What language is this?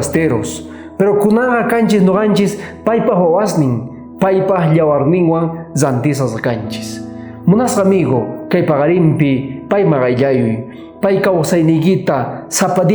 South Bolivian Quechua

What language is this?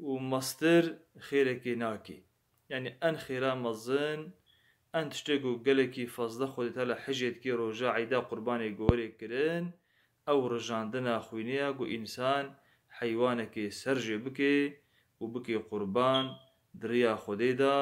Kurdish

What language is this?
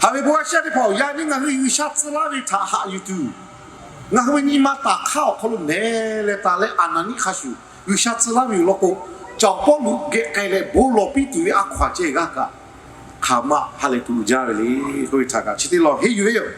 Lahu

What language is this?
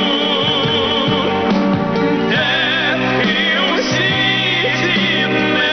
Ukrainian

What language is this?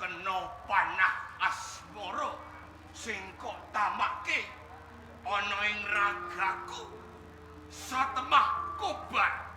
Javanese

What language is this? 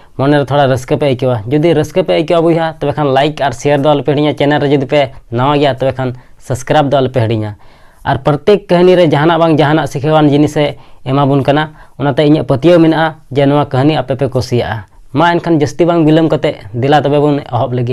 Santali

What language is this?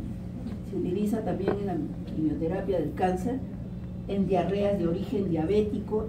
Spanish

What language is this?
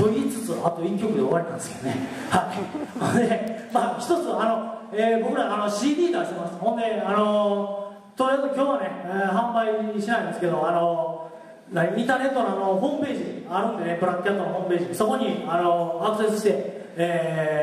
Japanese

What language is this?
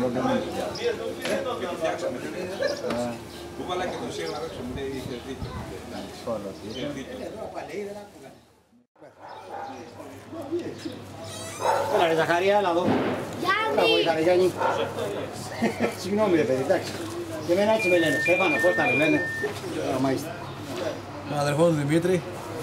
Greek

